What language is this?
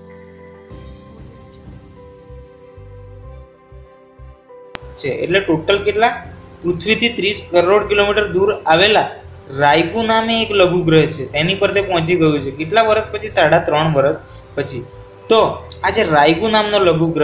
Gujarati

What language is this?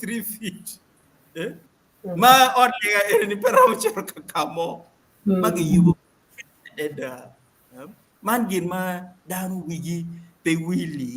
Acoli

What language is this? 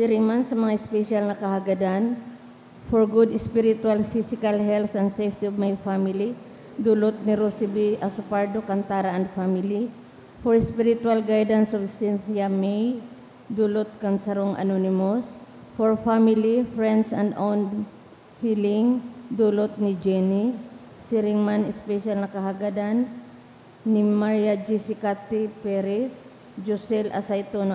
Bikol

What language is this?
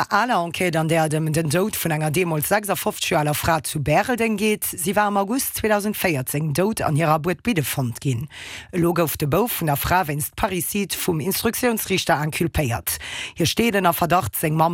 Luxembourgish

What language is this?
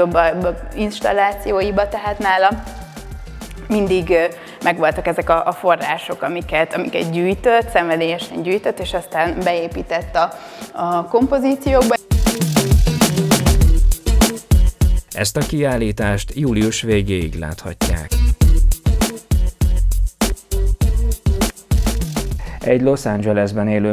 Hungarian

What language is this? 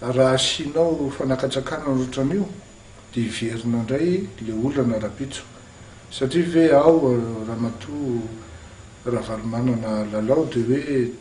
Malagasy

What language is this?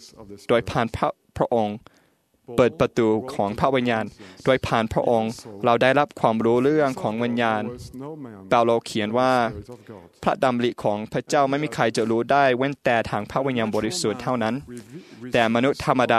Thai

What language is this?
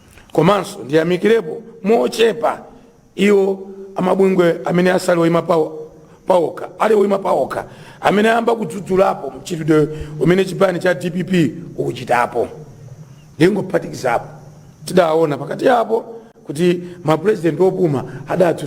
Nyanja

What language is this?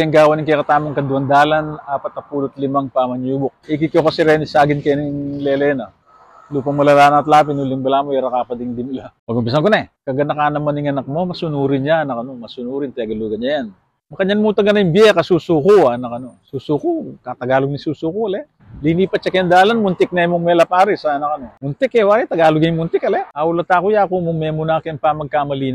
Pampanga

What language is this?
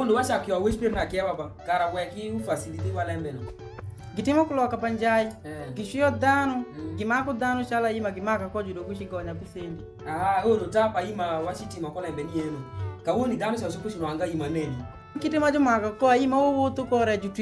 Alur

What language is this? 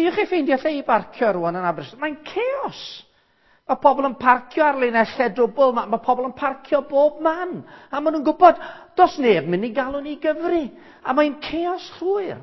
Welsh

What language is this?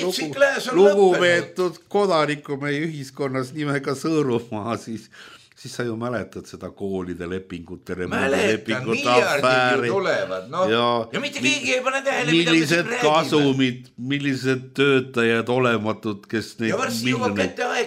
Estonian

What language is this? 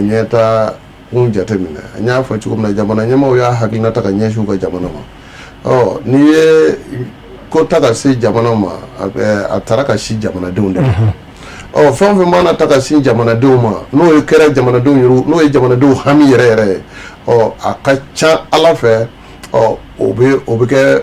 Bambara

